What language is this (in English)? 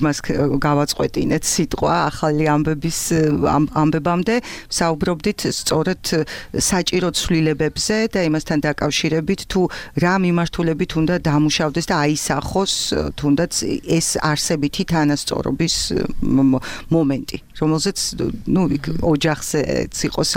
Georgian